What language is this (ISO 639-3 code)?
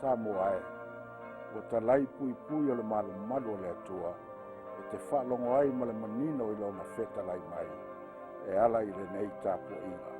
smo